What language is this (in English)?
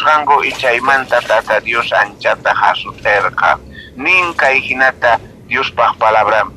South Bolivian Quechua